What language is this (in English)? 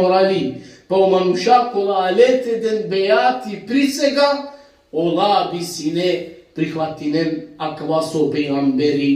Balkan Romani